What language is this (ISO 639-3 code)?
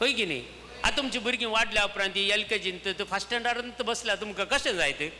kok